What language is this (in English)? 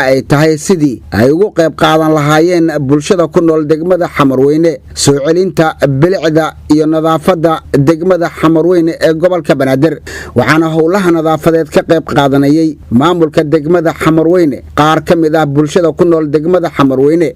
Somali